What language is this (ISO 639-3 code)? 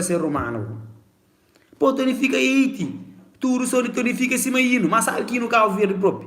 kea